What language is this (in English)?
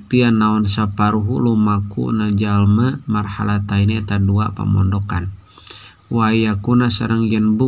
Sundanese